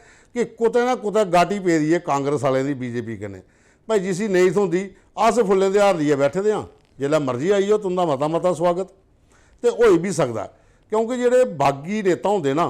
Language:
Dogri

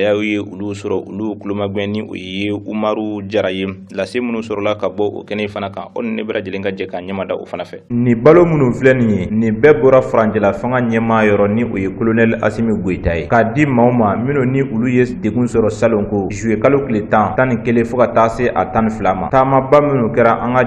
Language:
Bambara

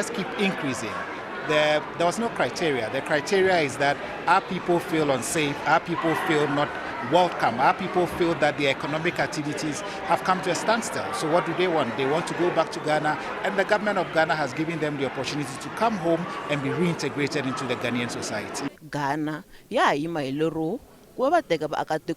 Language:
Tsonga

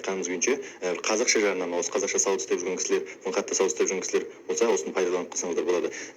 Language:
Kazakh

